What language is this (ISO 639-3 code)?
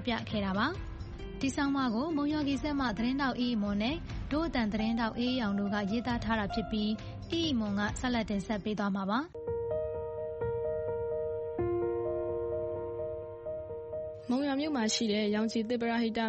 mya